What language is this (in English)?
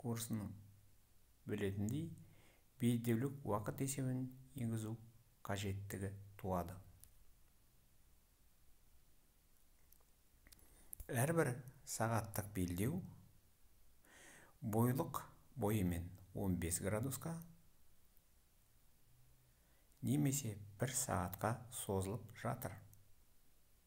Kazakh